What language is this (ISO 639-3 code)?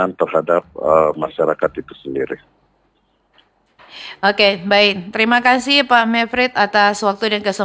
ind